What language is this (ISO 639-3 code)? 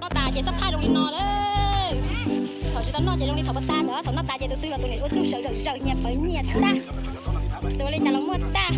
hmn